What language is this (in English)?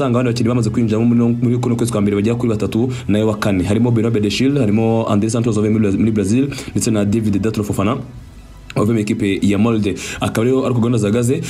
Kinyarwanda